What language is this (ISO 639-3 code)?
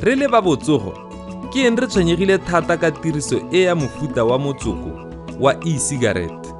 tsn